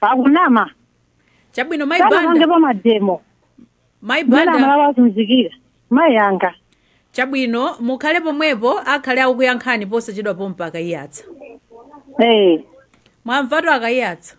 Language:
Nyanja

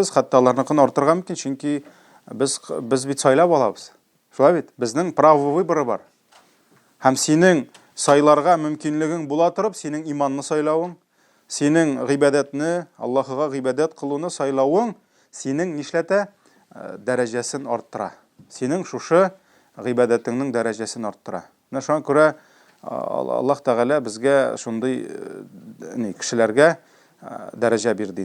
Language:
Tatar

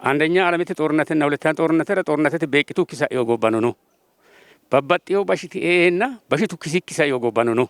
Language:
Sidamo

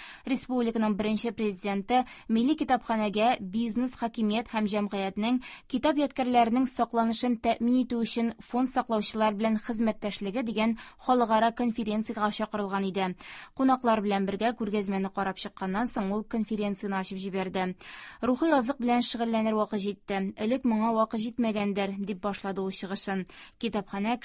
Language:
Tatar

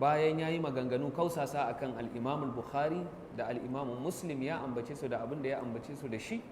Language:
Hausa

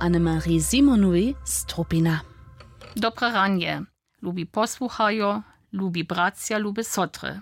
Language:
Upper Sorbian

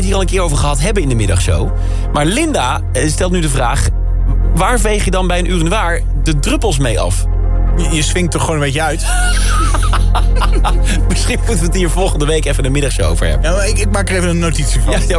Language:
Dutch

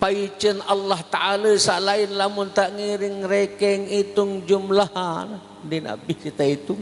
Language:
Sasak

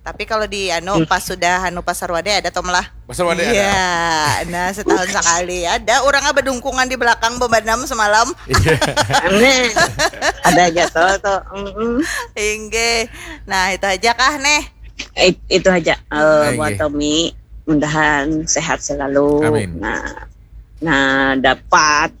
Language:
Banjar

